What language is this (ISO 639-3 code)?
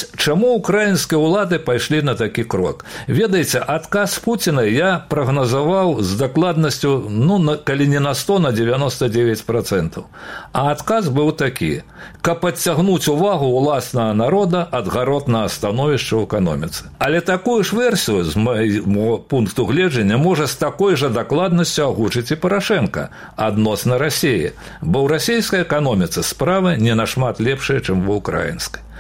bel